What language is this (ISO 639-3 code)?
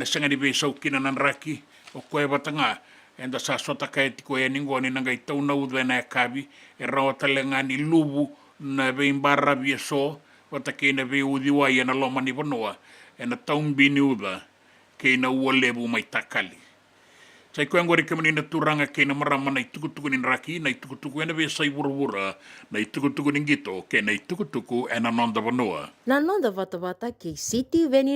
fij